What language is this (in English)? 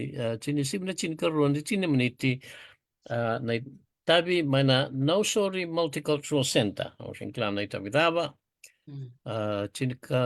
Fijian